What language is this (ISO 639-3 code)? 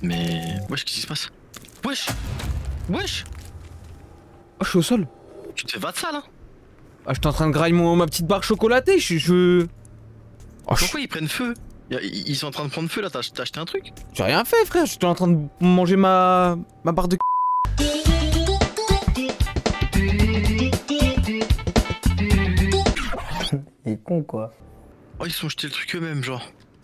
fra